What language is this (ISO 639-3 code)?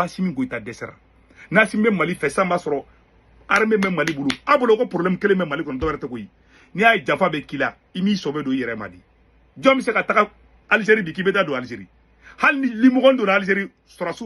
bam